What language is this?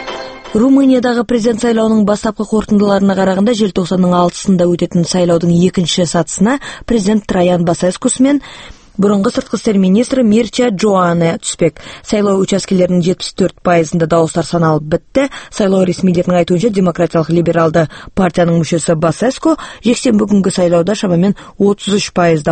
Kazakh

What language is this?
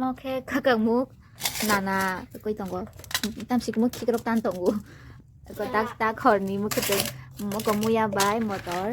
Kok Borok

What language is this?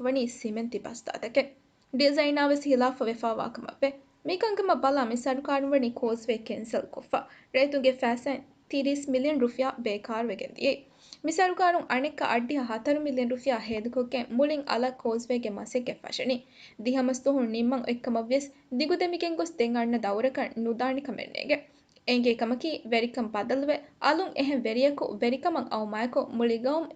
Divehi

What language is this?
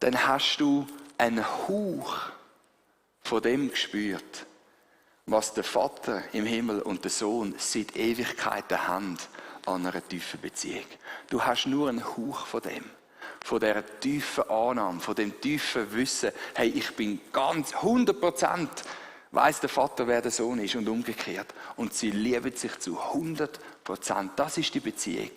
Swiss German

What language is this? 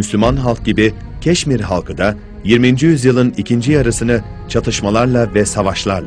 Turkish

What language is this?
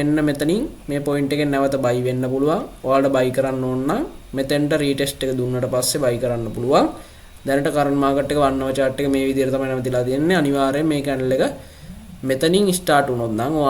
Sinhala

